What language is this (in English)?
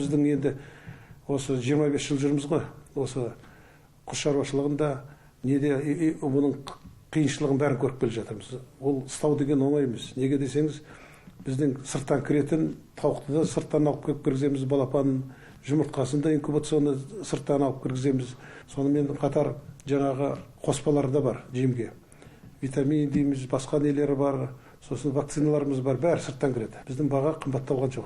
Kazakh